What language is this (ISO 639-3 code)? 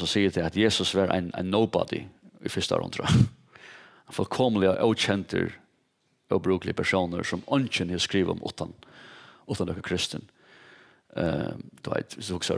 fao